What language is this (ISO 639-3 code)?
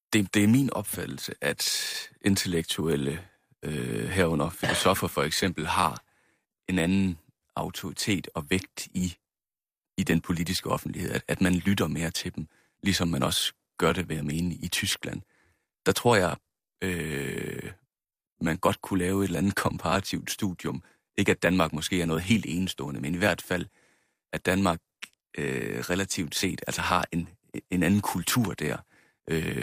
dan